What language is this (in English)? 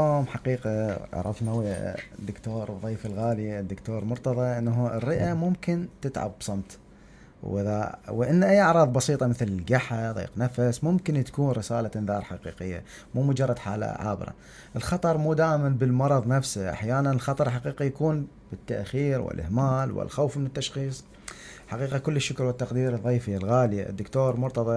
Mesopotamian Arabic